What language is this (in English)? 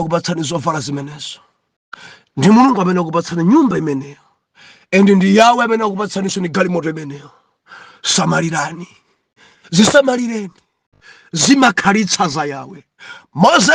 Nyanja